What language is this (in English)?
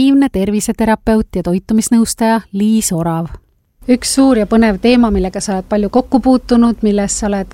Estonian